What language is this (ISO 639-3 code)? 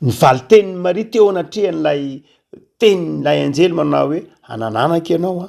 mlg